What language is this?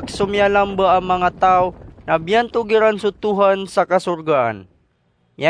Maranao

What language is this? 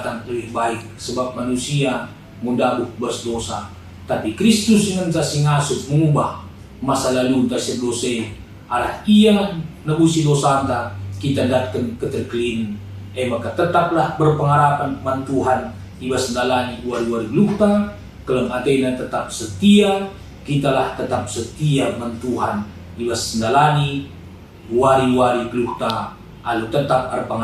Batak Karo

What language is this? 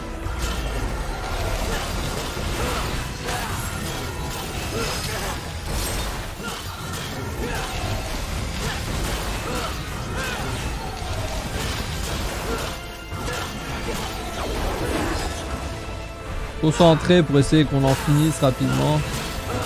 French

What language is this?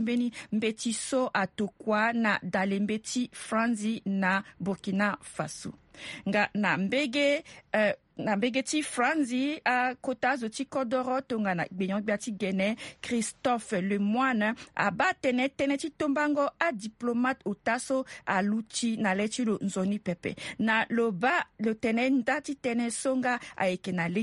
Sango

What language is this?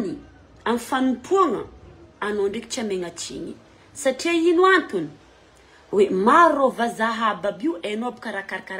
Malagasy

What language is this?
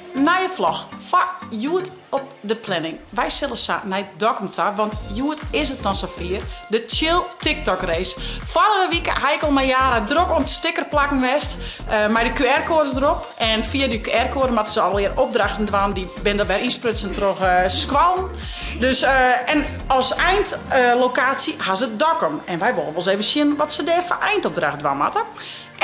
Western Frisian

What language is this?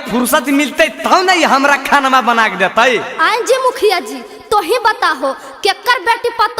Magahi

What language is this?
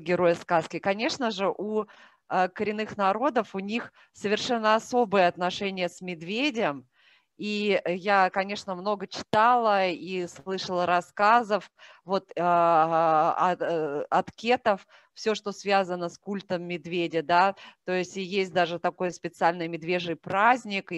Russian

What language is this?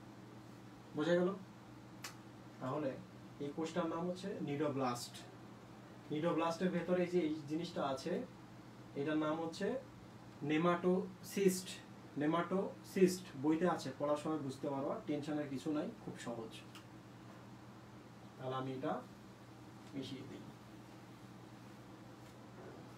Bangla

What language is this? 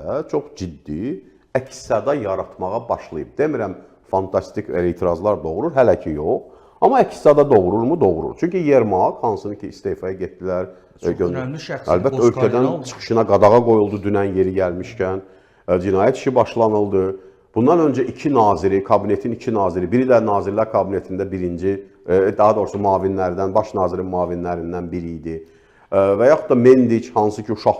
Azerbaijani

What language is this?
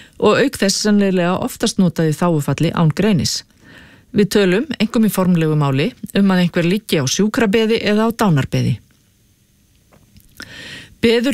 Icelandic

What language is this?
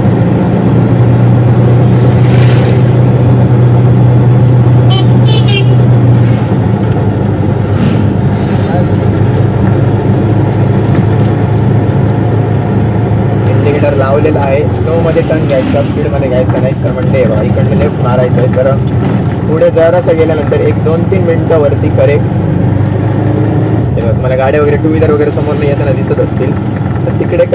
Marathi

